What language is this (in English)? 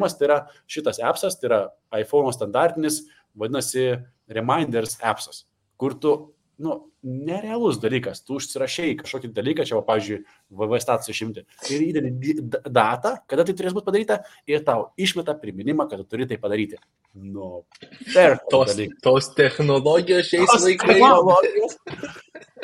Lithuanian